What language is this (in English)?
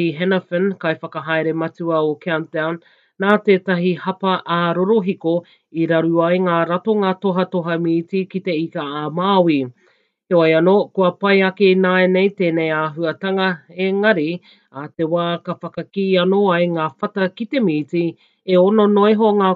Māori